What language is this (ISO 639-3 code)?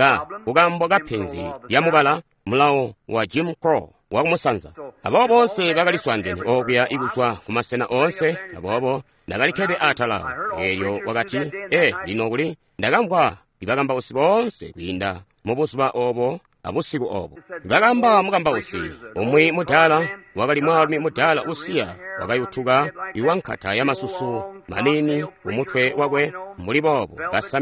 toi